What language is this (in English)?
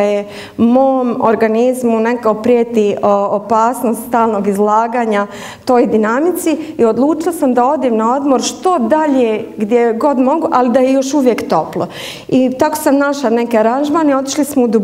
Bosnian